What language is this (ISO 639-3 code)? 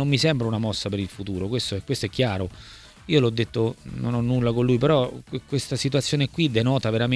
ita